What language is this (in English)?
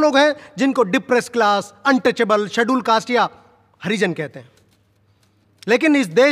Hindi